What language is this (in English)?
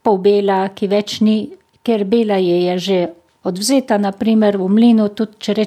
Slovenian